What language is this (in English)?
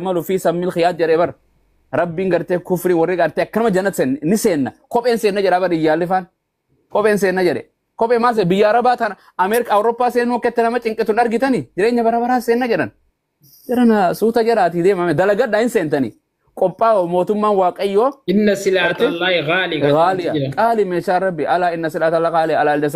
Oromo